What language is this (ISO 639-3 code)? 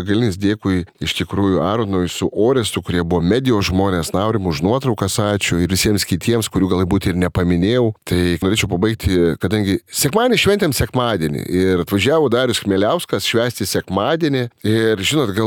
lit